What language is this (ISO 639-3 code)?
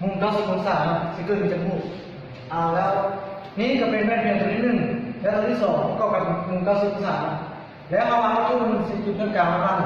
lao